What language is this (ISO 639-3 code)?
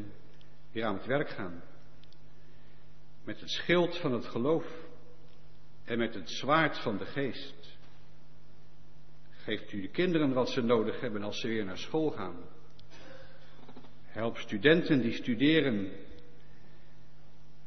nld